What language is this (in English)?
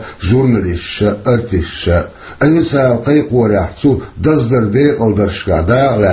Chechen